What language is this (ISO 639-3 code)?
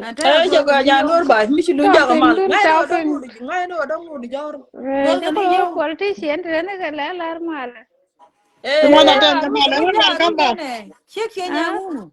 nus